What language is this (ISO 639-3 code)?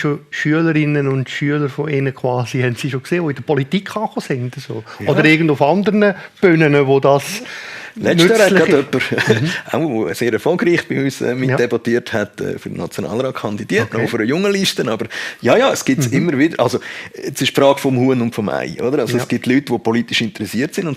gsw